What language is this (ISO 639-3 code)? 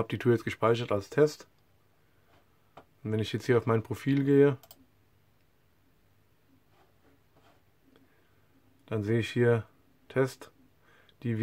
deu